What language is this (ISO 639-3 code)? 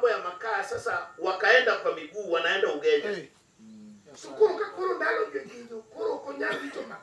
luo